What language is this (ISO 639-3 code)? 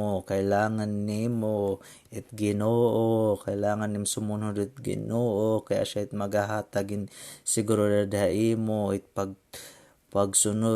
war